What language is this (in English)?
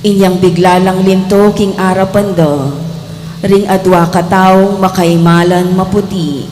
Pampanga